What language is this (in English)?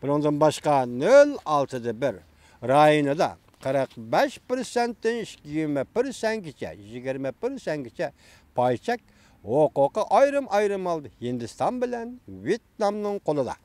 Uyghur